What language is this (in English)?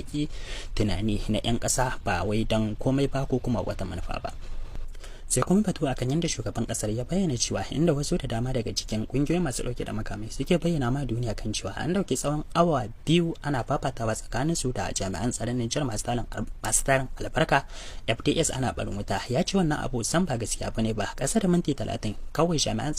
Hausa